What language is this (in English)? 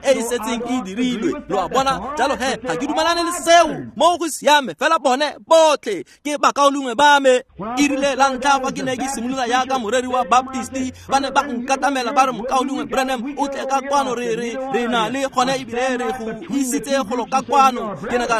Tswana